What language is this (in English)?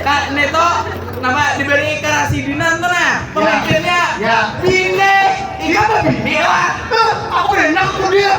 Banjar